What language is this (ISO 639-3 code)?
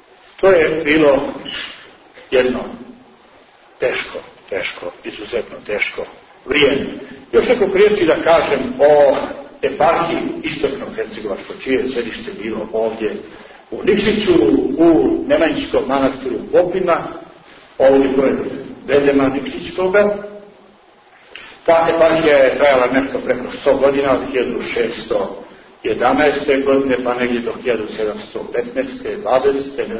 srp